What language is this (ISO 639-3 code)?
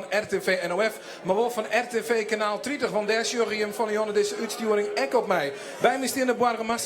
fry